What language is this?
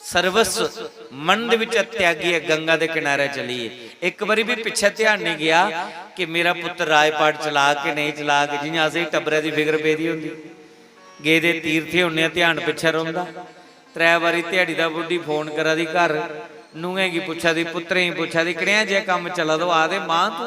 Dogri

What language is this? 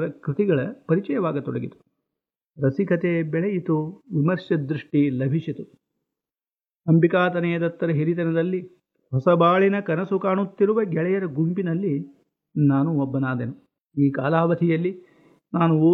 Kannada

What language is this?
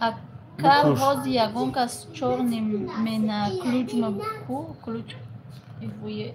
Tajik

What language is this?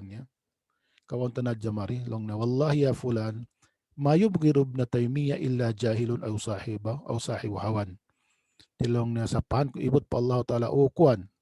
Tausug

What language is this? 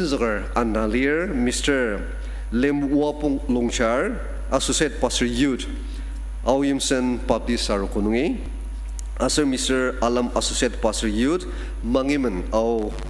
Ao Naga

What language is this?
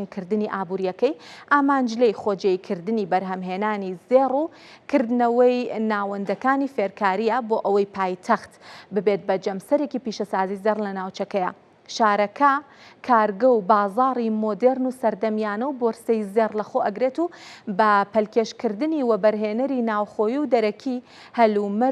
Central Kurdish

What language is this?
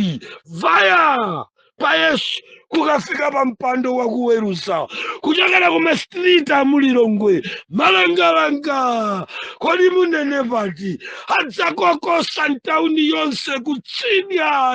Nyanja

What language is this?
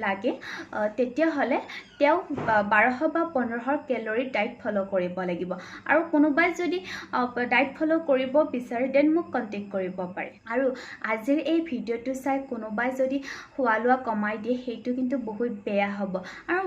Assamese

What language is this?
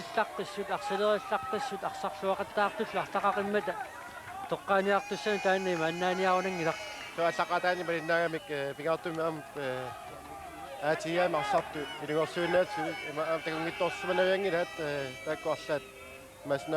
Kalaallisut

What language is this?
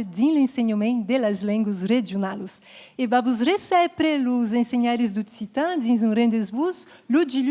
Occitan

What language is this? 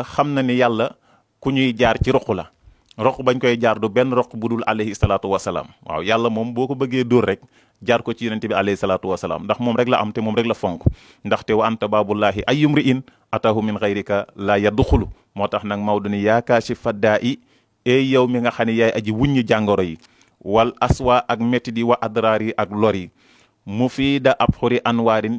Wolof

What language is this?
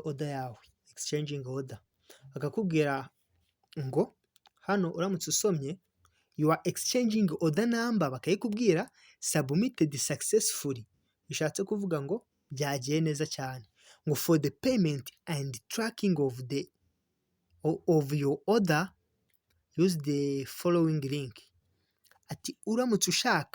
Kinyarwanda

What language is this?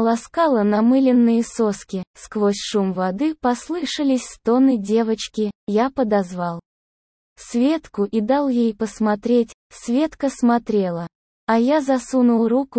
Russian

